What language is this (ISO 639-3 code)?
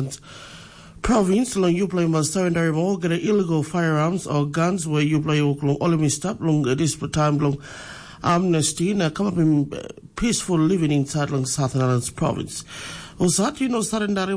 tpi